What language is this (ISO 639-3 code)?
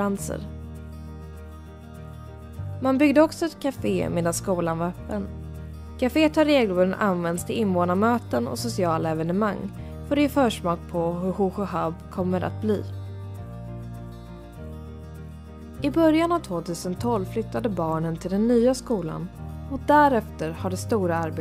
swe